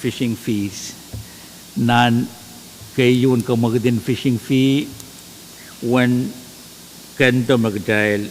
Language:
Pohnpeian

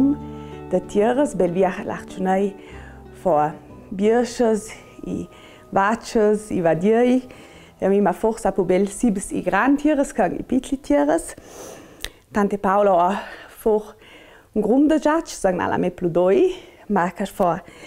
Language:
Ladin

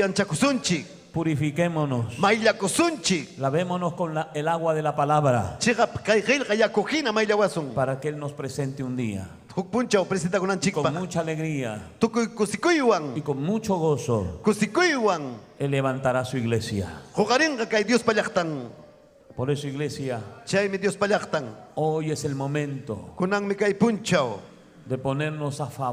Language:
Ayacucho Quechua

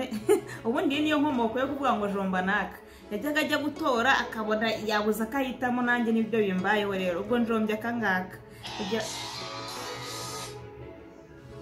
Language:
Kinyarwanda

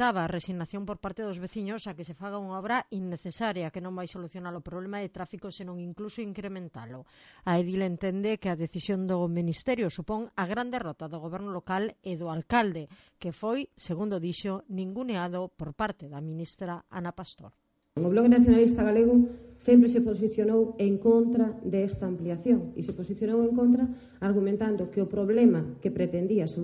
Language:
Galician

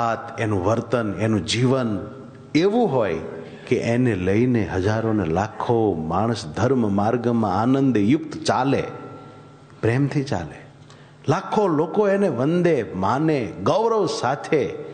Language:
Gujarati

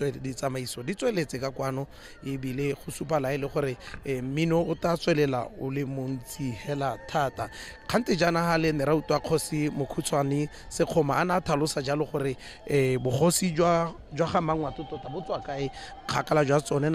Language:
Tswana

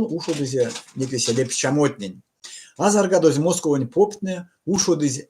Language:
Erzya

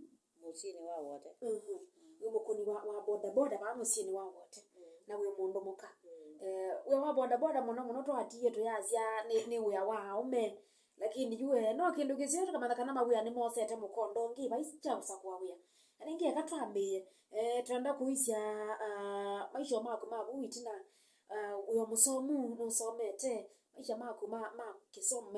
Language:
Kamba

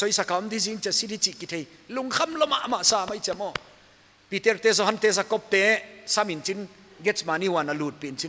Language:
Paite Chin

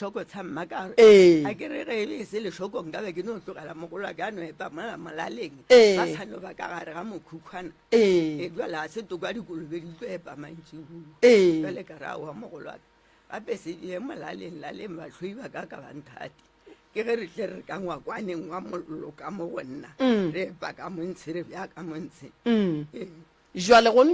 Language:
Northern Sotho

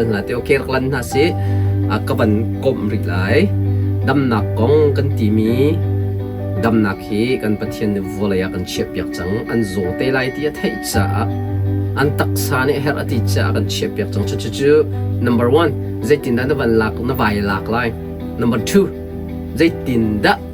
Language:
Hakha Chin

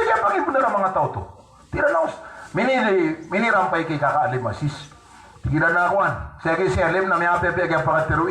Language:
Maranao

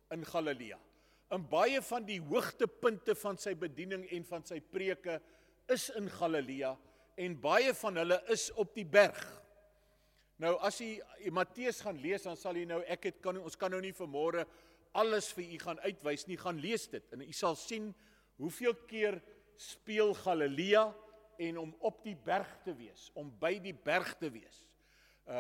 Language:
Afrikaans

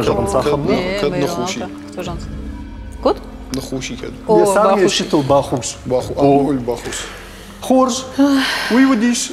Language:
Ossetic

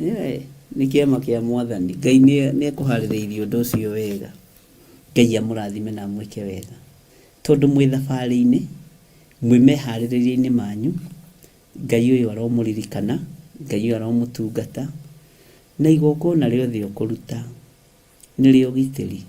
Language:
Kikuyu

